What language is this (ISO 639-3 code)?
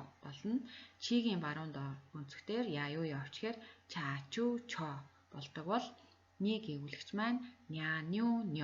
mon